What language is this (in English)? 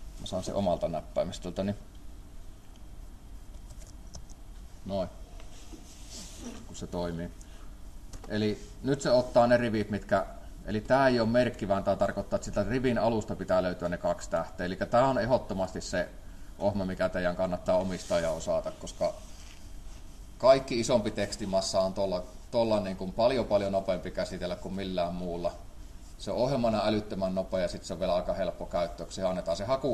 Finnish